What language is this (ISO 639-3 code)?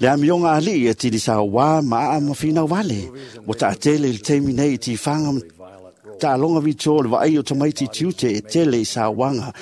smo